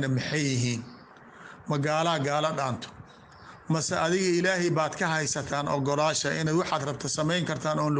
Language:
Somali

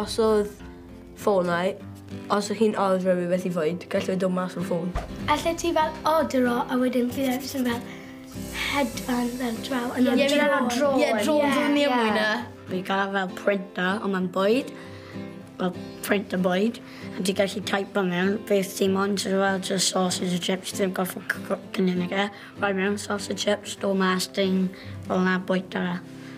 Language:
Welsh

